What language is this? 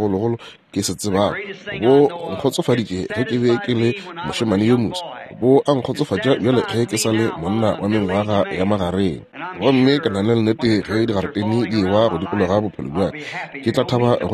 Northern Sotho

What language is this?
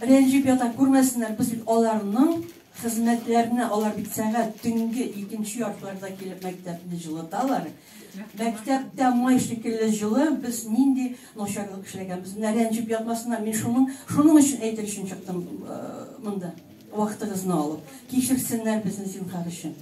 Tatar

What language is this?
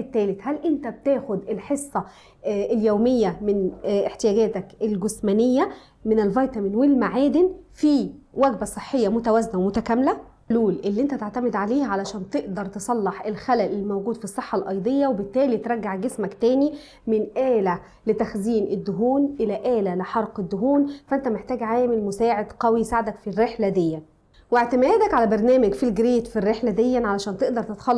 Egyptian Arabic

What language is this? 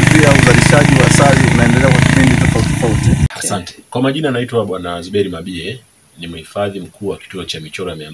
Swahili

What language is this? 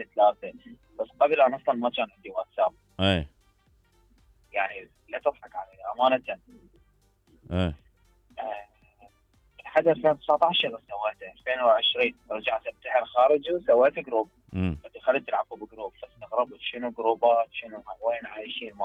Mesopotamian Arabic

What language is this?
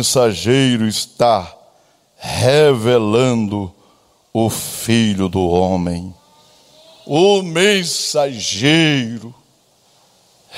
Portuguese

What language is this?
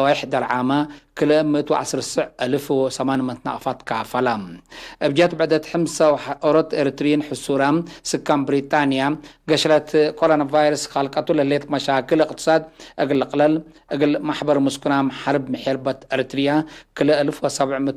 Tigre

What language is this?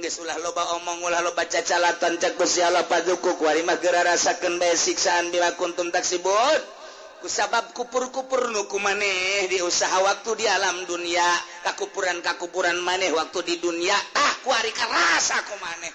Sundanese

